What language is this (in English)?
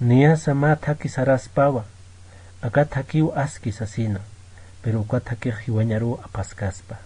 Aymara